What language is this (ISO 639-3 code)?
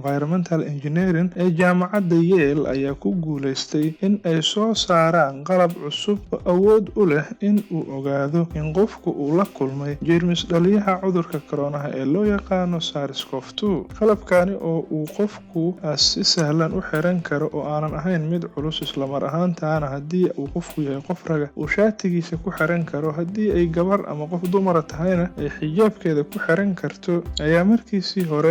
som